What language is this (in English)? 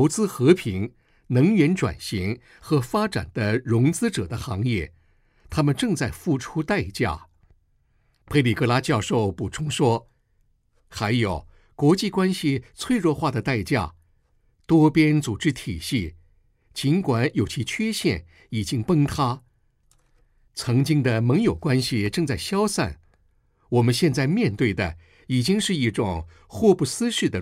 Chinese